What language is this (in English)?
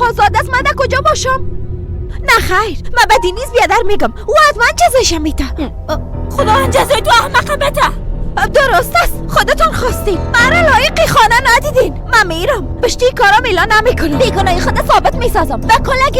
Persian